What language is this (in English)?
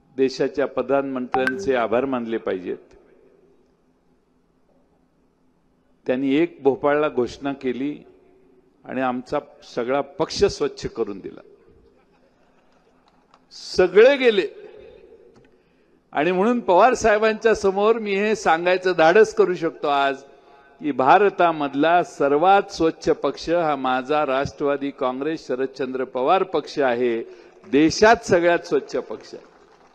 Marathi